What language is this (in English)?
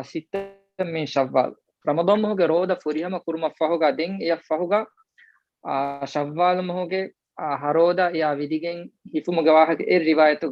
Divehi